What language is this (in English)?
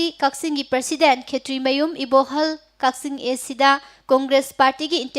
Manipuri